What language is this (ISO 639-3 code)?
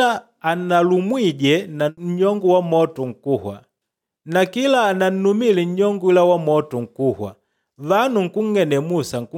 kde